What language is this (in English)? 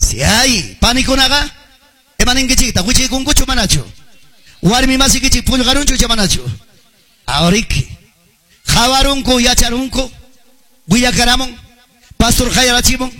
Ayacucho Quechua